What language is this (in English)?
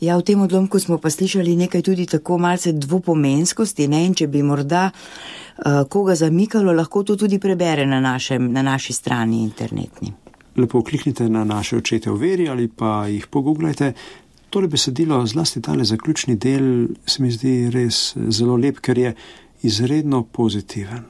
Slovenian